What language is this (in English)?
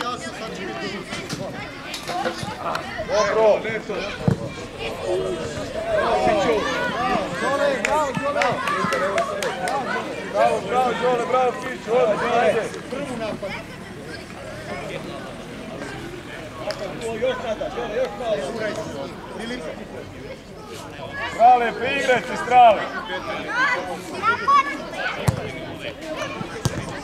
Serbian